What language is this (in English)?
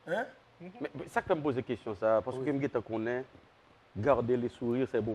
Haitian Creole